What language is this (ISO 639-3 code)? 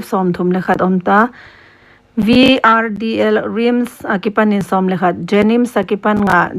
pck